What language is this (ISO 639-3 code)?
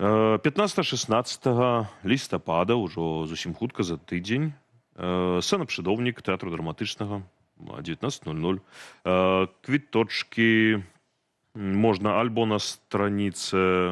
bel